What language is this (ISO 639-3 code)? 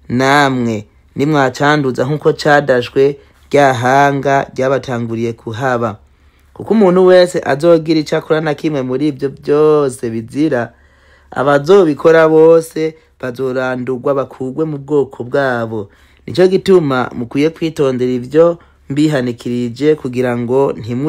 run